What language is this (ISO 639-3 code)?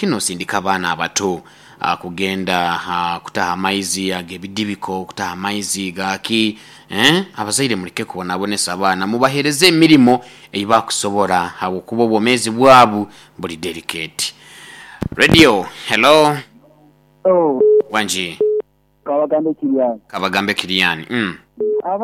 nyo